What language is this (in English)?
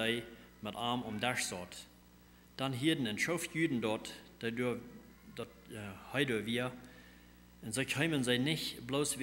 Plautdietsch